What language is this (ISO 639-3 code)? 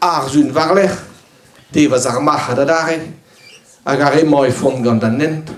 bre